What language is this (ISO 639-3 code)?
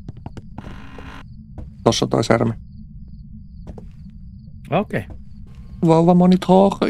fin